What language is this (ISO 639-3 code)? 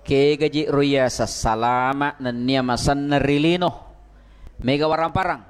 bug